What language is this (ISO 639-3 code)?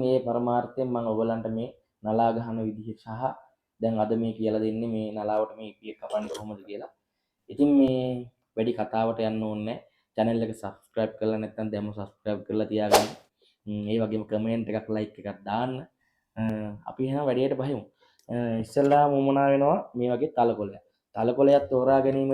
sin